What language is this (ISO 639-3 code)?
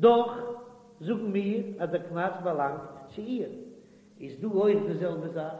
yid